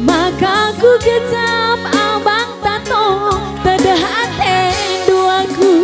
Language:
Batak Karo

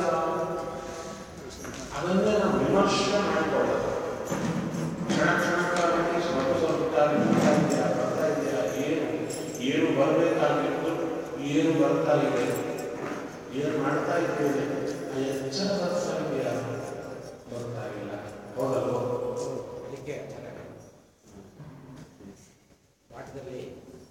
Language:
Kannada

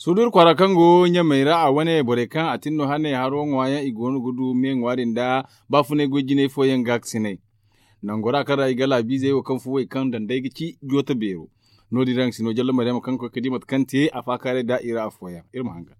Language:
Zarma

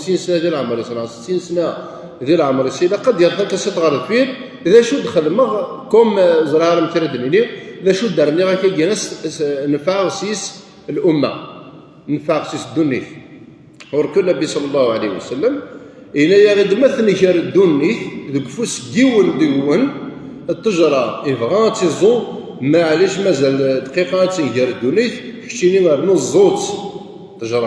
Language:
Kabyle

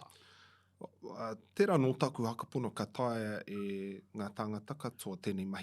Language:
Māori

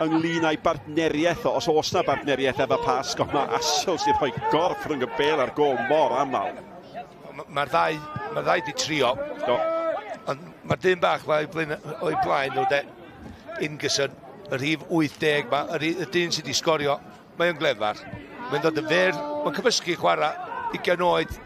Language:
Welsh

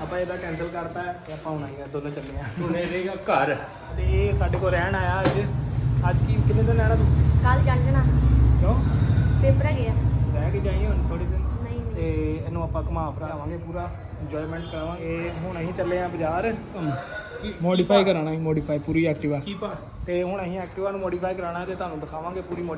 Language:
Punjabi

